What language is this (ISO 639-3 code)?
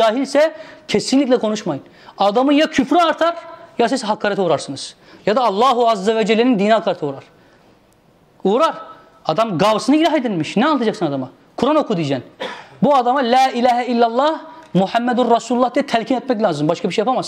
tur